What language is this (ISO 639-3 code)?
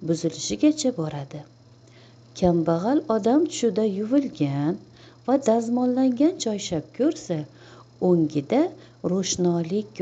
uzb